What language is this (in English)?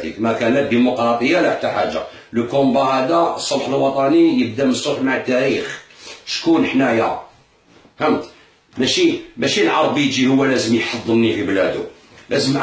Algerian Arabic